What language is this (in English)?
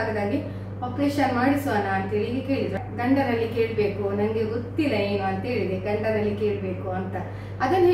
Kannada